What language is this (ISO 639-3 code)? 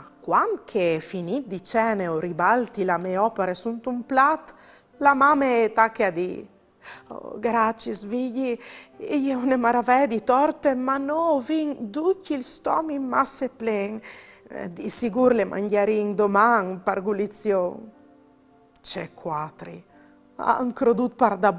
fur